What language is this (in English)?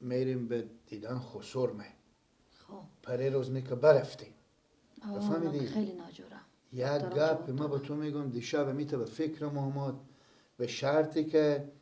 Persian